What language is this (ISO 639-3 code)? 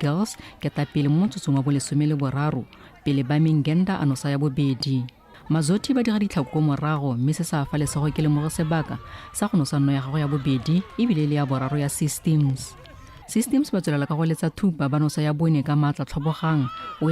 tsn